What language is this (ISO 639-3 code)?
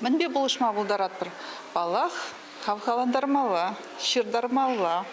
chv